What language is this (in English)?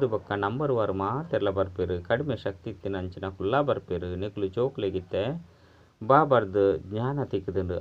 Tulu